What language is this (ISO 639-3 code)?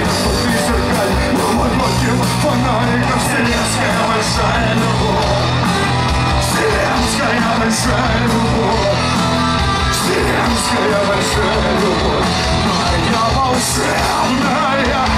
rus